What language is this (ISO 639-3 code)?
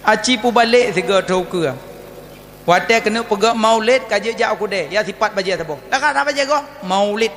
ace